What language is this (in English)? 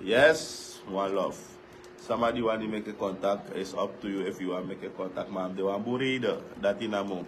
Sranan Tongo